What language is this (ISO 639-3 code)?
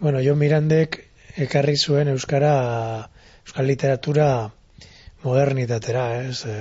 eus